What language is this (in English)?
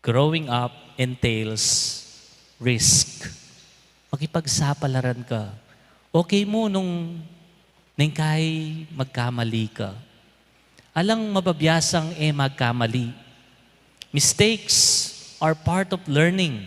Pampanga